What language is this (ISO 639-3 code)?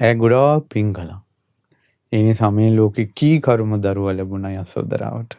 sin